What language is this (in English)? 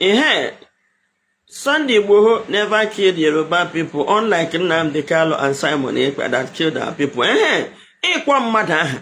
Igbo